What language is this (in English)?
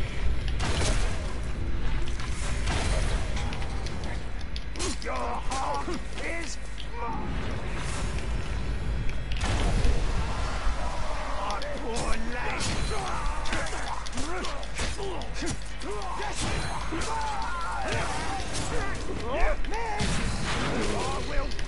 English